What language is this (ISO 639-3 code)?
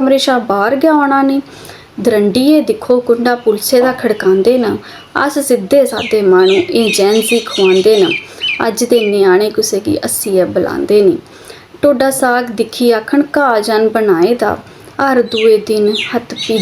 doi